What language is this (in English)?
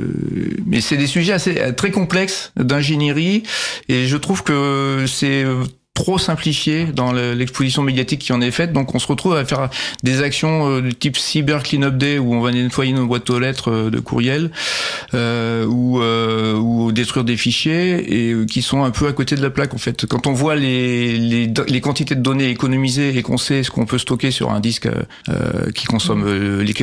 French